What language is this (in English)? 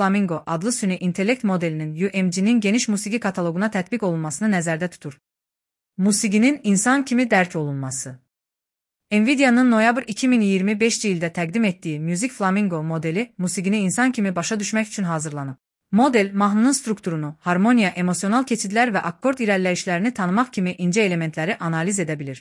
Azerbaijani